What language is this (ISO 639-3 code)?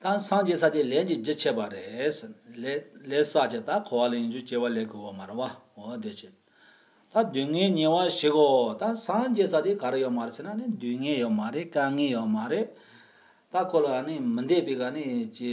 bod